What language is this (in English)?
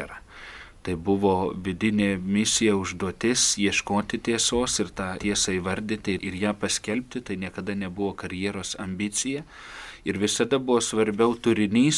Lithuanian